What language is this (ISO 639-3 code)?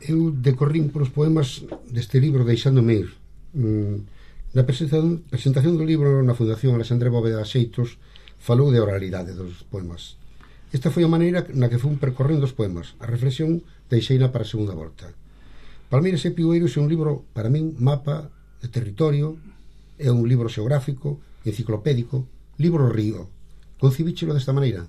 glg